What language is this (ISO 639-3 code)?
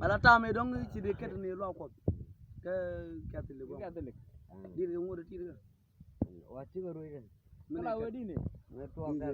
nus